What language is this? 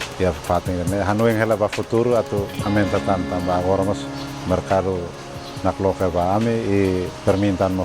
Tetum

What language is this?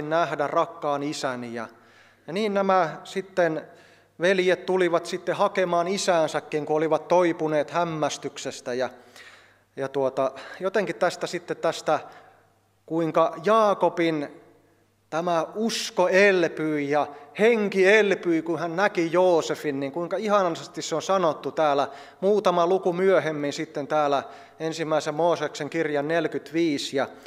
Finnish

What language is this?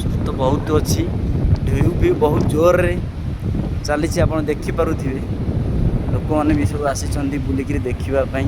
Odia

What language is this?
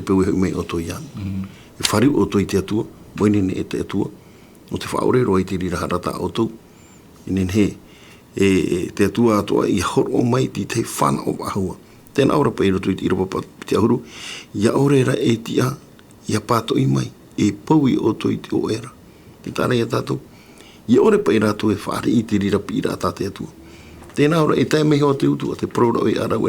Tahitian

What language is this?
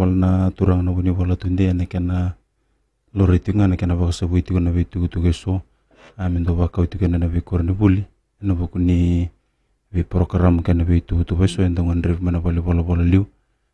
Fijian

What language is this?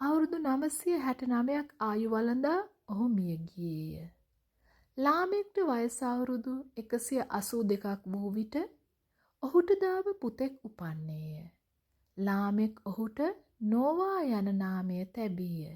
Sinhala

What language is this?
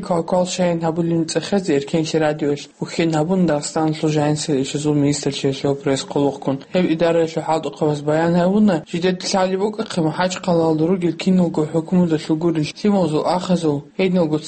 Avaric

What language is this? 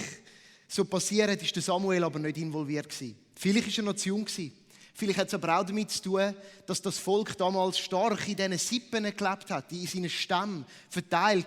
Swiss German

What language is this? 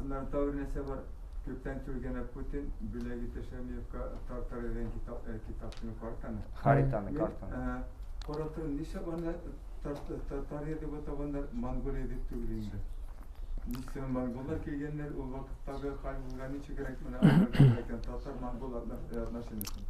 Tatar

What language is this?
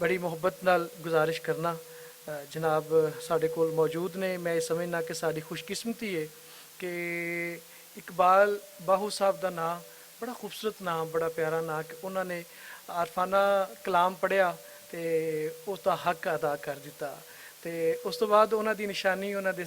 Western Panjabi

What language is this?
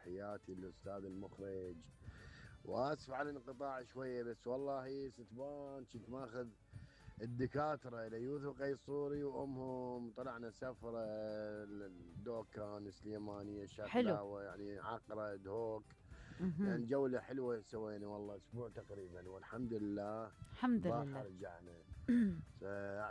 Mesopotamian Arabic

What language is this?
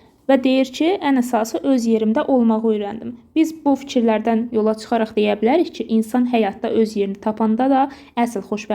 Azerbaijani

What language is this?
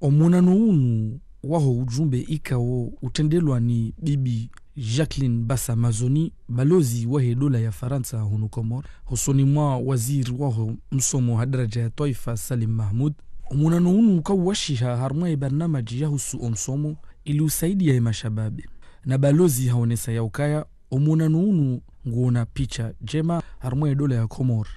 Ngazidja Comorian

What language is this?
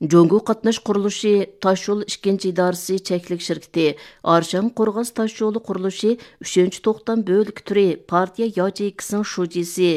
Uyghur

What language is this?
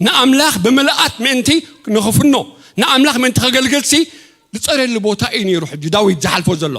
Tigrinya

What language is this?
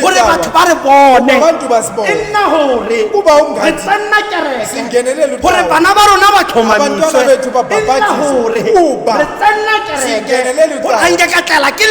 Tswana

